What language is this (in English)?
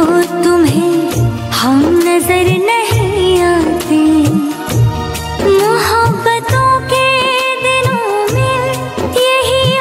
Bhojpuri